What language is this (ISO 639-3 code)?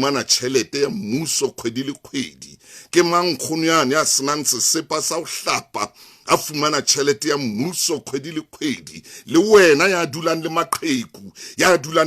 sot